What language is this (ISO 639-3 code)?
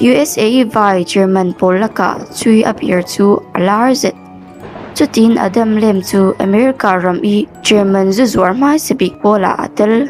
cfm